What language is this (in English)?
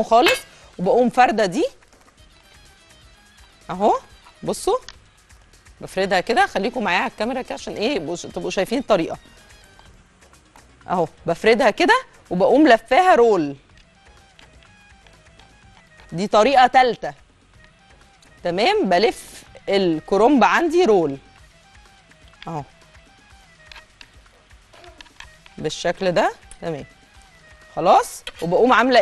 Egyptian Arabic